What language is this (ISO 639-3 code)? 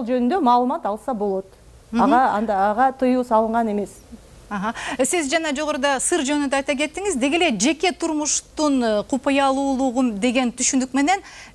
kir